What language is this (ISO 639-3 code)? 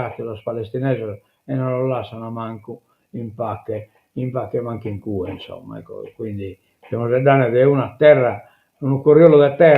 srd